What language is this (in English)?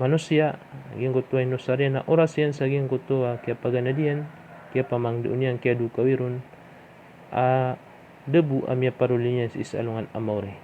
Maranao